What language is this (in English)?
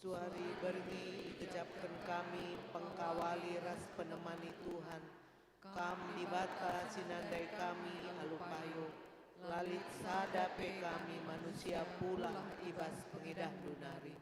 Batak Karo